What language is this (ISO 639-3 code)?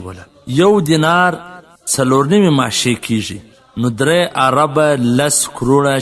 pus